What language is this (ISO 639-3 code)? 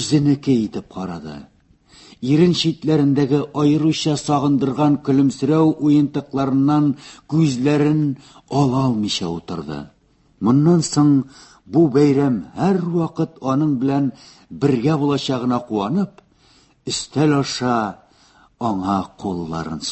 tat